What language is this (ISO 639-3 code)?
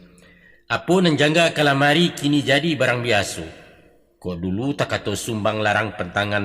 min